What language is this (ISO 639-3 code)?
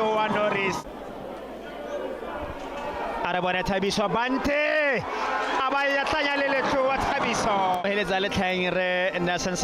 tsn